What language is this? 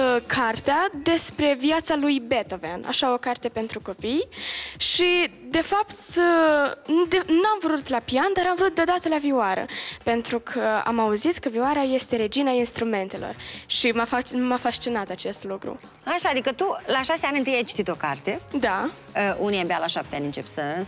Romanian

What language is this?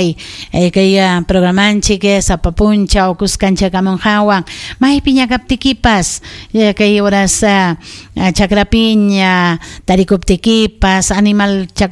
Ayacucho Quechua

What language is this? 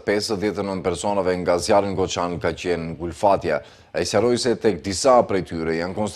Albanian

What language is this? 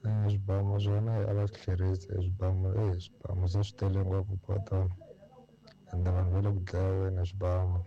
Tsonga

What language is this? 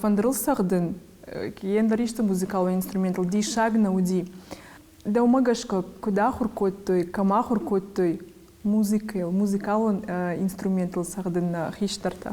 Ossetic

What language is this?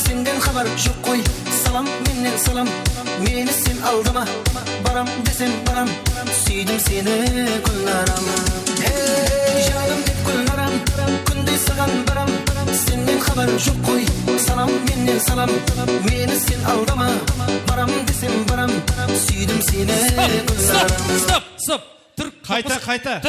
Kara-Kalpak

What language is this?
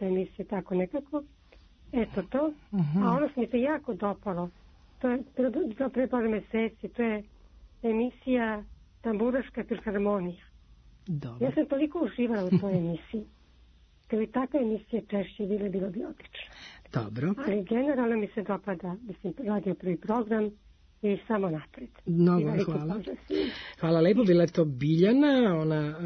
Serbian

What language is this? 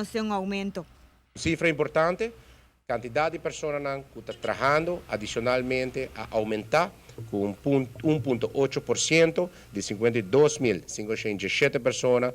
Papiamento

